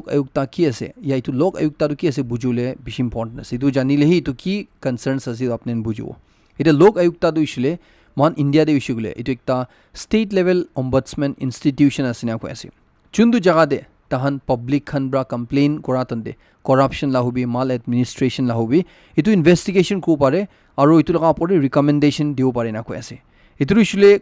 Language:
Naga Pidgin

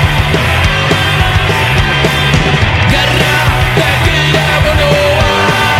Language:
Basque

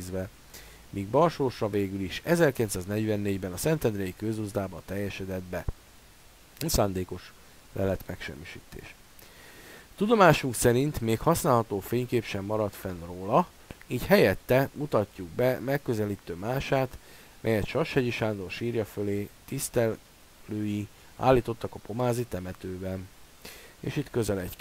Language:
Hungarian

